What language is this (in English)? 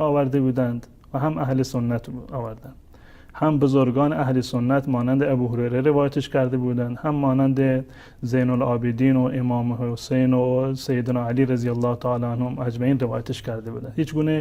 Persian